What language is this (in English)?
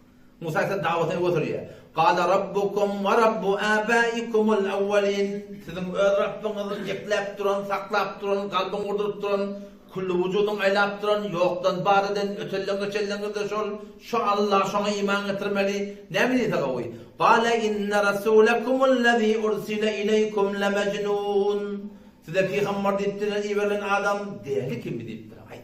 Turkmen